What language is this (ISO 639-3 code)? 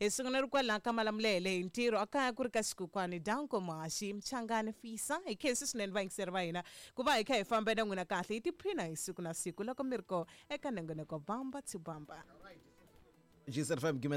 tso